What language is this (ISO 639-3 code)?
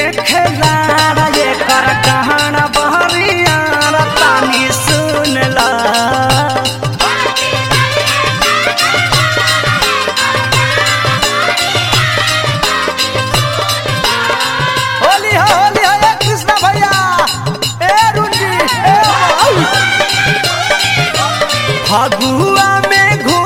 bho